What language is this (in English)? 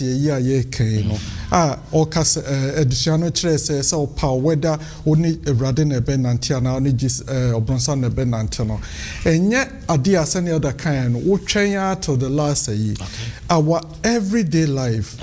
Akan